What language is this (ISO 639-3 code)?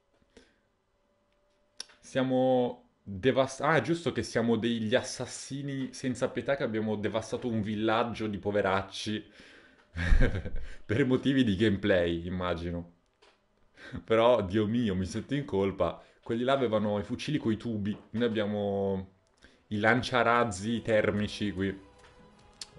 ita